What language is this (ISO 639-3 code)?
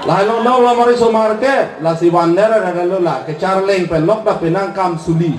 mjw